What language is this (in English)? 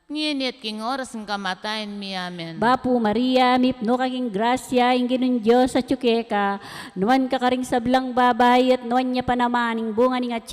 Pampanga